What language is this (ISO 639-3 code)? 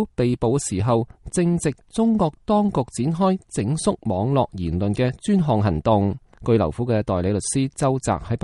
yue